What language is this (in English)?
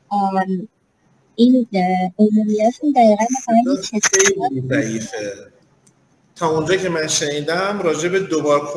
Persian